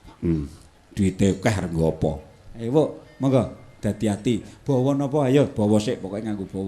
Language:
Javanese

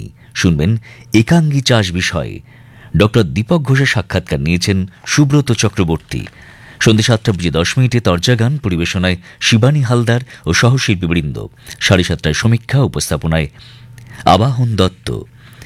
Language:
Bangla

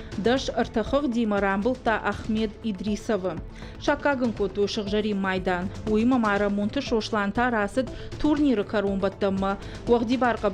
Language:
Ossetic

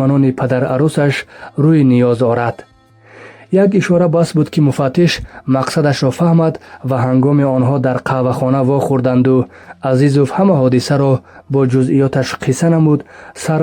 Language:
Tajik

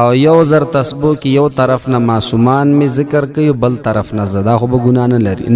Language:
Pashto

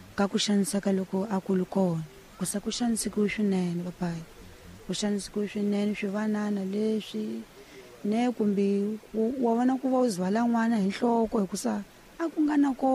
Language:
Tsonga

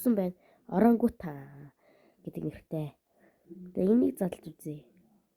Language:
Mongolian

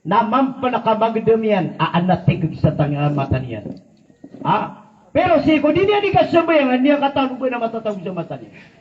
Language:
Maranao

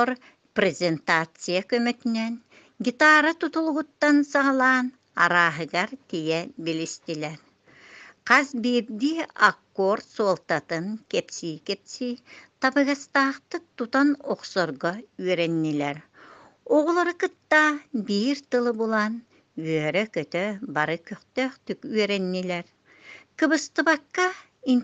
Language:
Yakut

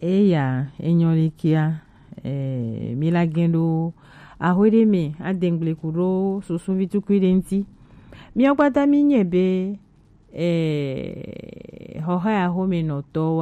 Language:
Gen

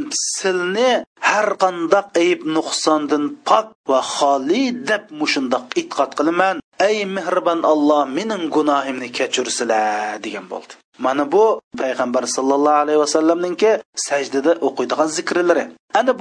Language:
Uyghur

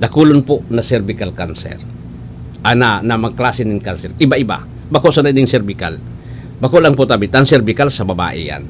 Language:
Bikol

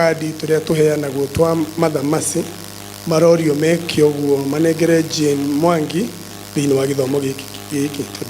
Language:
Kikuyu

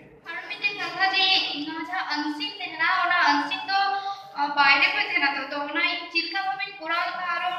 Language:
Santali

